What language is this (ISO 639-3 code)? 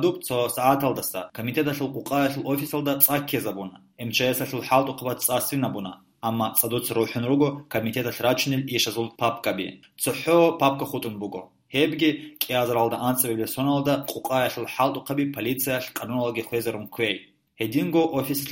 ava